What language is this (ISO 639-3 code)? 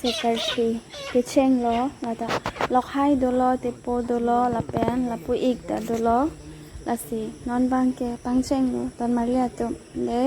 mjw